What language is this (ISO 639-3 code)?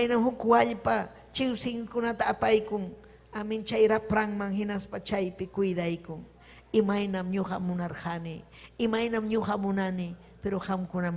quy